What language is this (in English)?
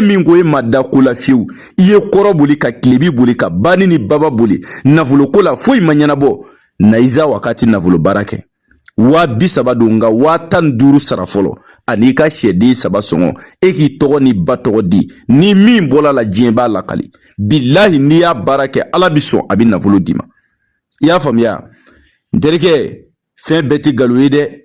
Bambara